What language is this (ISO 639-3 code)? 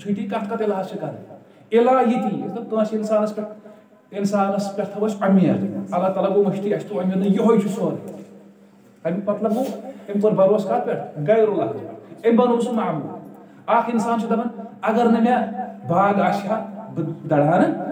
kas